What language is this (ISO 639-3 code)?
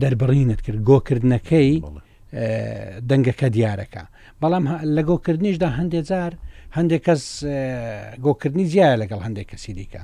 ckb